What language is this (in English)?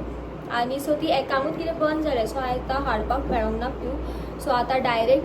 Konkani